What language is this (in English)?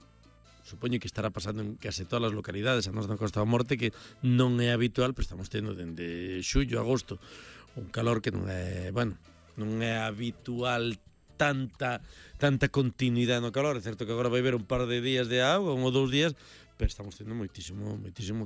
Galician